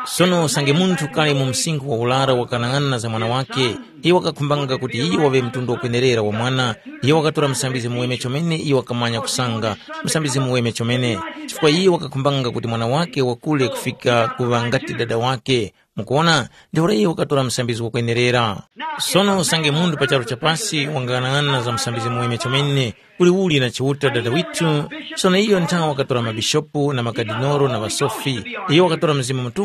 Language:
Tumbuka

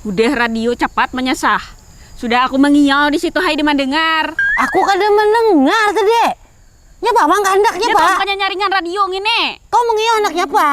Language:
Banjar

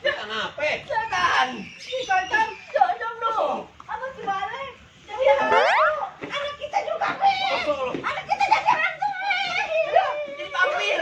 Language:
Betawi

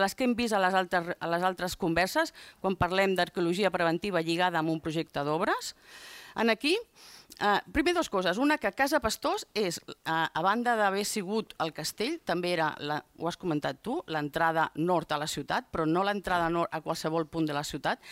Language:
Catalan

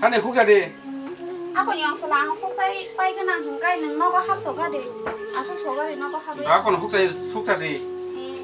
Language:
Kok Borok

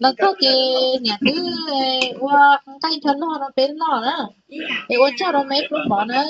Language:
Hmong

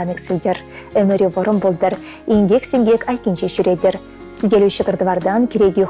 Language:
Chuvash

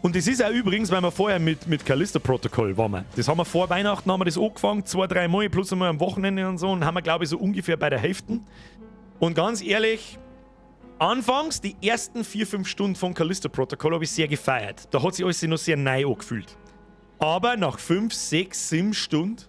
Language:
Bavarian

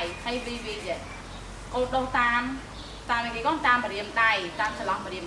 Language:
Khmer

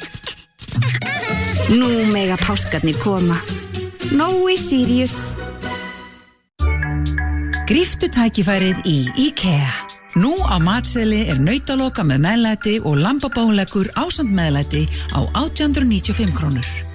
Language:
Icelandic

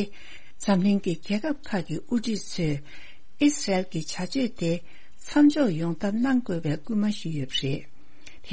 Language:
Tibetan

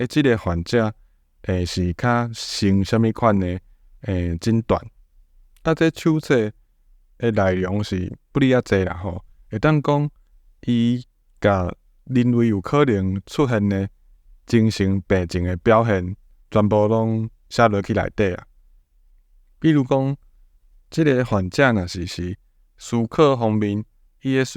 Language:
Min Nan Chinese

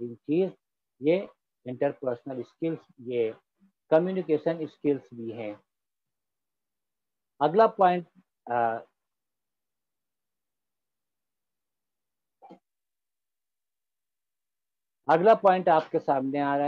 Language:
Urdu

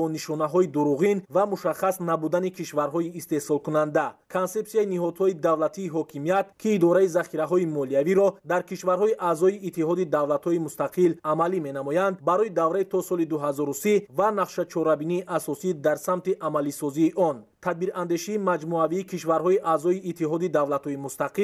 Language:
Tajik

